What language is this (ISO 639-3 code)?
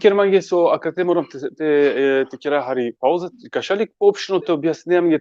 rmn